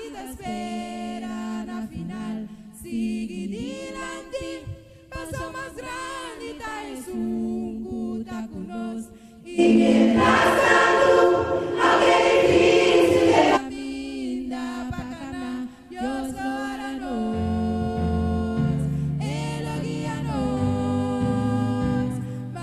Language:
Papiamento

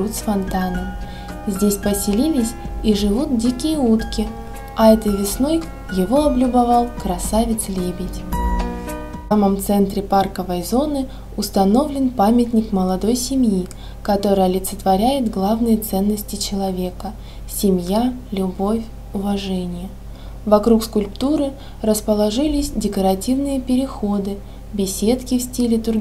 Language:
Russian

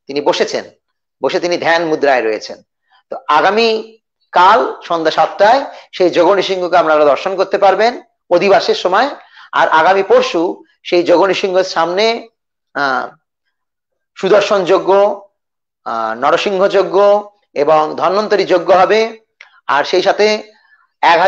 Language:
Bangla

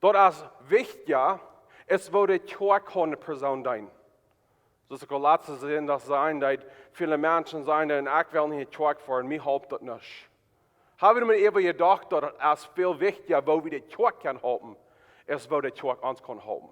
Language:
Plautdietsch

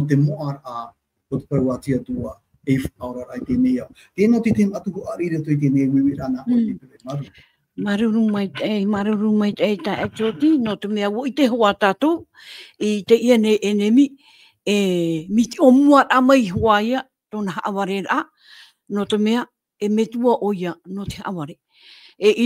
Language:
Tahitian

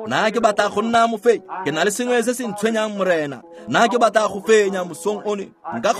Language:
Tswana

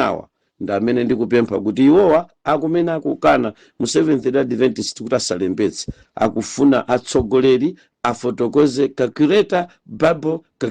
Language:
Nyanja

